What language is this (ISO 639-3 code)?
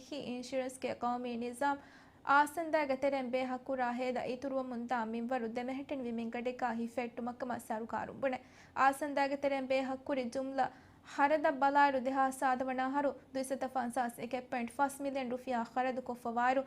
div